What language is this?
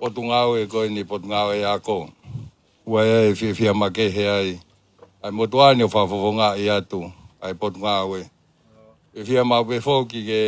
Tongan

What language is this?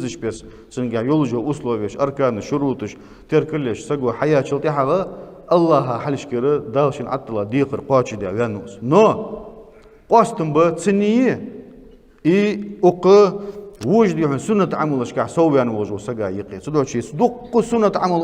Ingush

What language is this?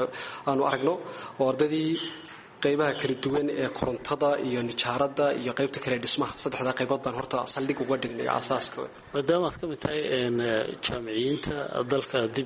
Somali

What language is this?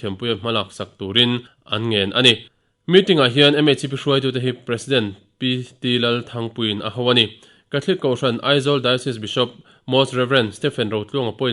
Mizo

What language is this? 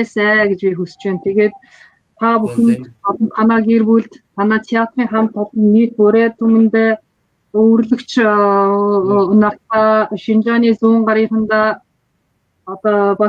Mongolian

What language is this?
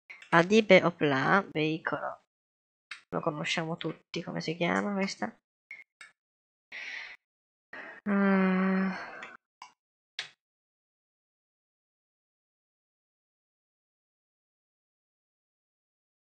Italian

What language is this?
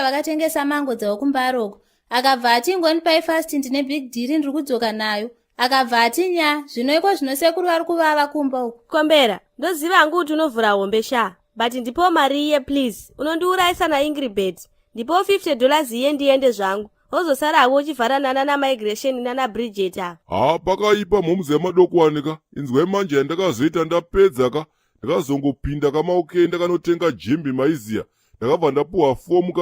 Shona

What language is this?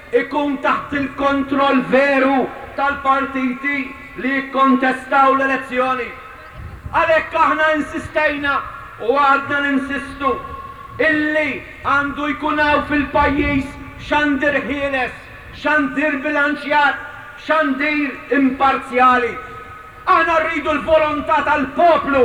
Maltese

